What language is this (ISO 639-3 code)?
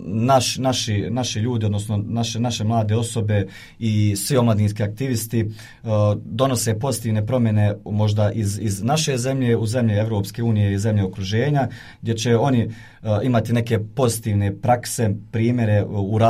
bos